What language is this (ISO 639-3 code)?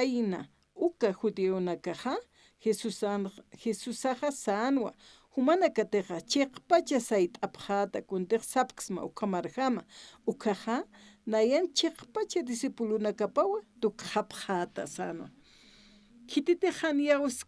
aym